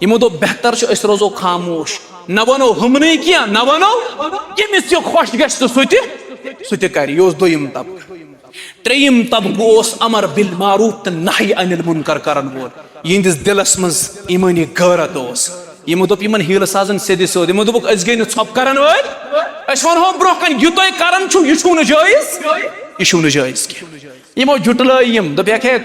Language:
Kashmiri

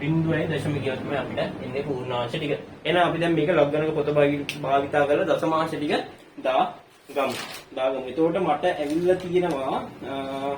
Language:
Sinhala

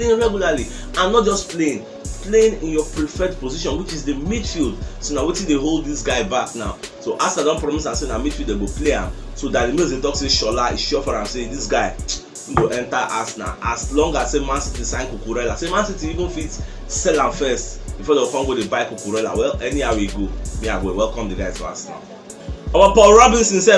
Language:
Nigerian Pidgin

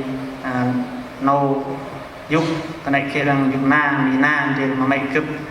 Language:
Central Mnong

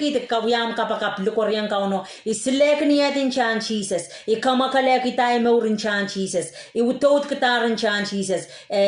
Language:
Pohnpeian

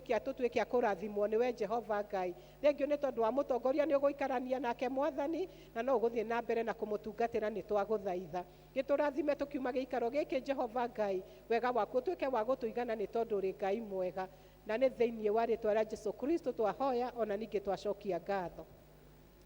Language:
Kikuyu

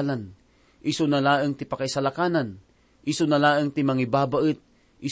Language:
Iloko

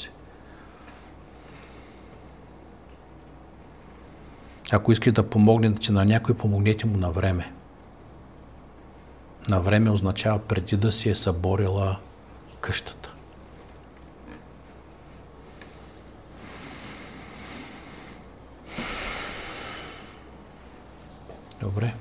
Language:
Bulgarian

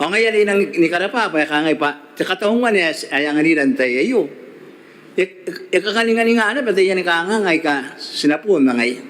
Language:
Gilbertese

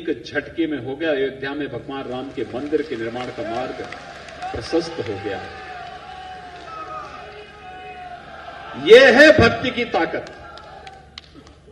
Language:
Hindi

